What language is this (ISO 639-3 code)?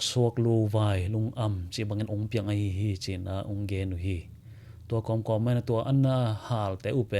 ctd